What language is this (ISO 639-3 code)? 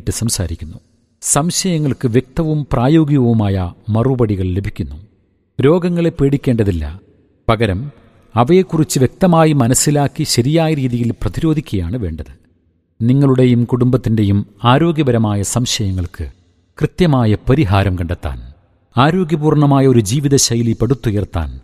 mal